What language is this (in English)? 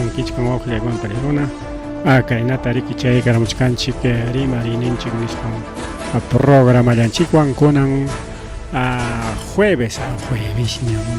Ayacucho Quechua